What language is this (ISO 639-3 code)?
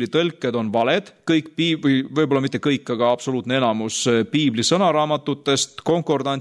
est